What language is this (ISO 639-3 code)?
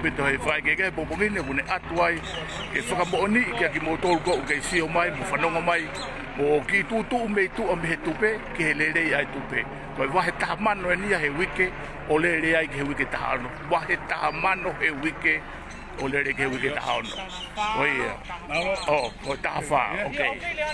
ton